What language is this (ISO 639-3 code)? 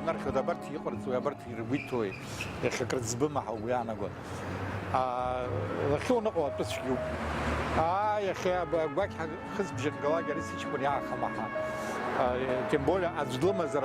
abk